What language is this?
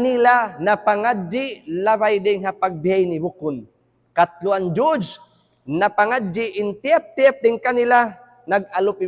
Tausug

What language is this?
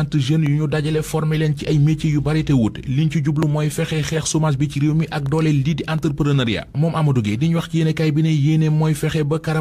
Wolof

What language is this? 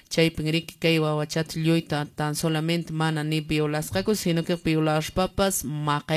Quechua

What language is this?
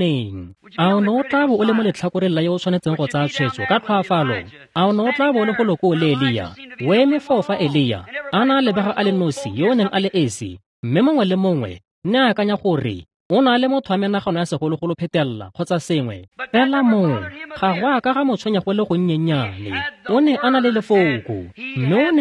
Tswana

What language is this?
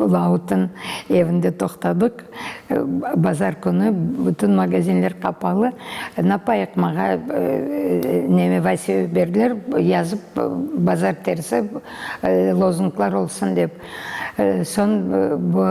Crimean Tatar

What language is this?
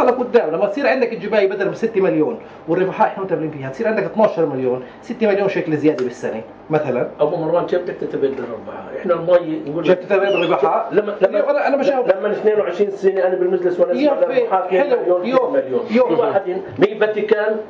North Levantine Arabic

